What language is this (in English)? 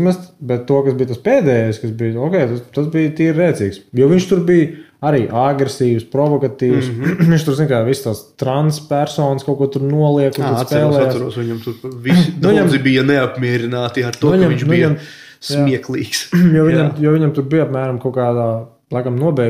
Latvian